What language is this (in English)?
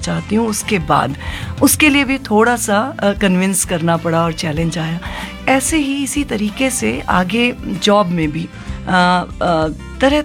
Hindi